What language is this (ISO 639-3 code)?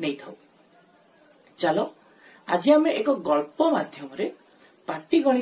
ori